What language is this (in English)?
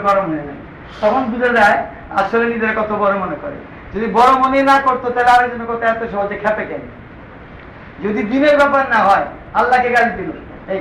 Bangla